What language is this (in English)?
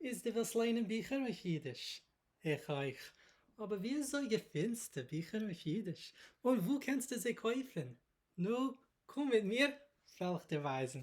Yiddish